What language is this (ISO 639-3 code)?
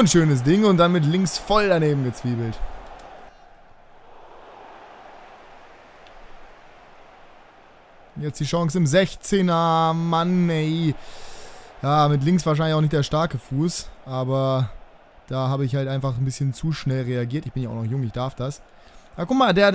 deu